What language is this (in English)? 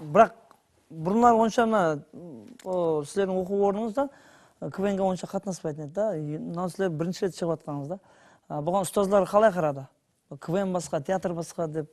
Kara-Kalpak